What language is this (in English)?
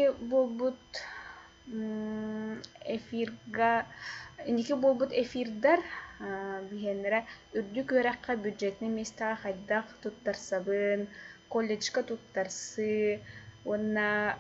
Yakut